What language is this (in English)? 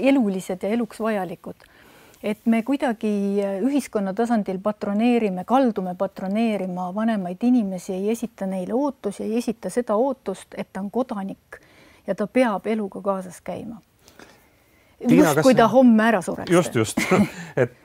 Estonian